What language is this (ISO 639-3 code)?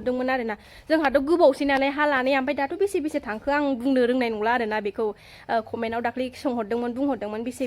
brx